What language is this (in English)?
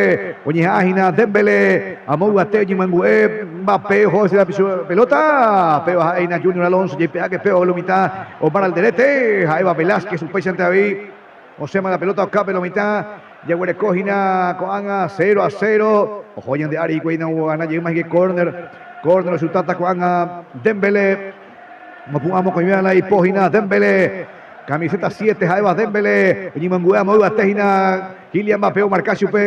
Guarani